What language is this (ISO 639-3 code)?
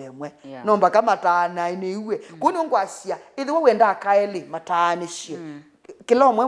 kam